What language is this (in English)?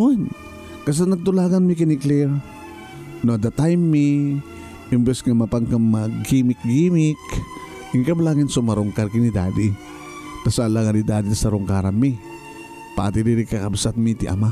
Iloko